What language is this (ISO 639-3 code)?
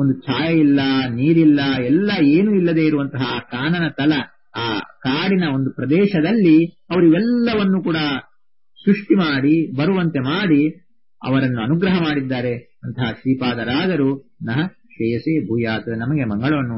kan